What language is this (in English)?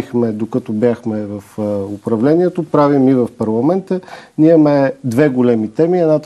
Bulgarian